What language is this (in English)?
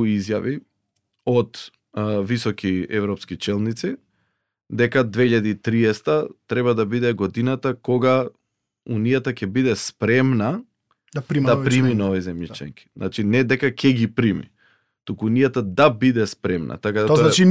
Macedonian